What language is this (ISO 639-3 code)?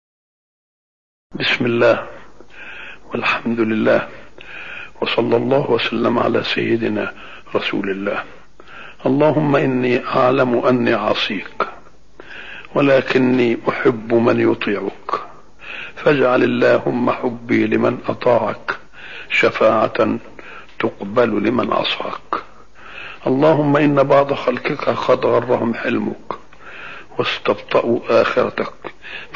ara